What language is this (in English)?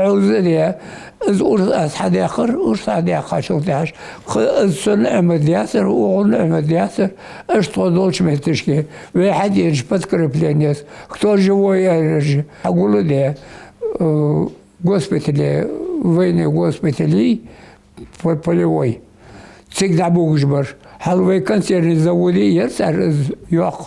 Ingush